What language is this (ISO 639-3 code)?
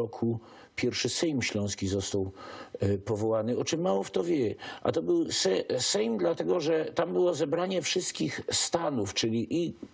szl